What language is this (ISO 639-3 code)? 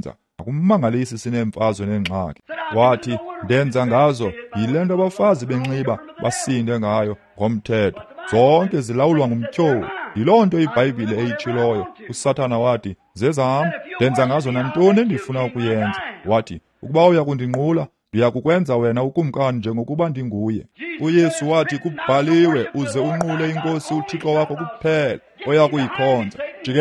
xho